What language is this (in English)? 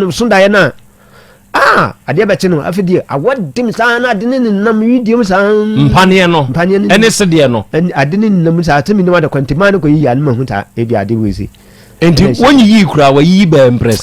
Akan